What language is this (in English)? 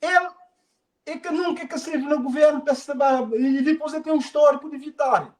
Kabuverdianu